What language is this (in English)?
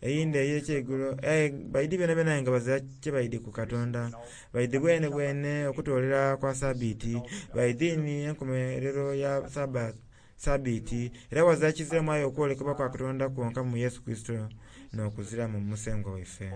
Soga